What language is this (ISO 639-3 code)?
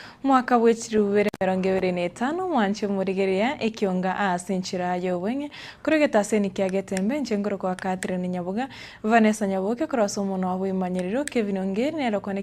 guz